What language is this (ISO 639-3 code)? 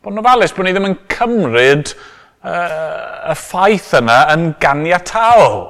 cym